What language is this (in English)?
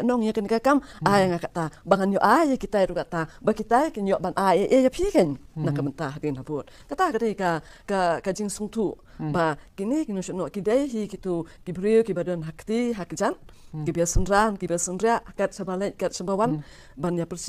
Khasi